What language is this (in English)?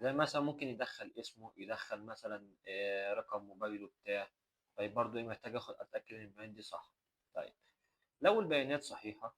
Egyptian Arabic